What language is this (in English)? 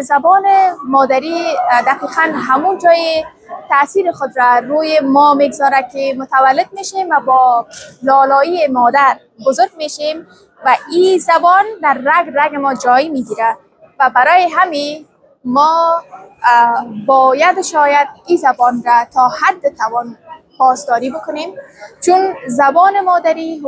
Tajik